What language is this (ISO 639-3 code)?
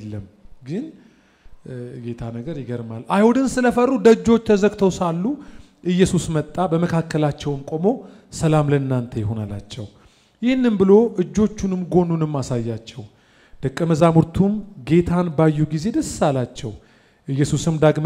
amh